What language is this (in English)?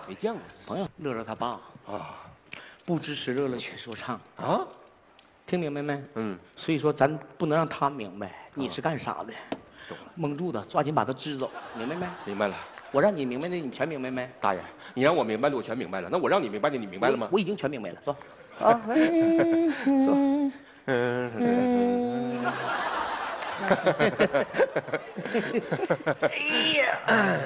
Chinese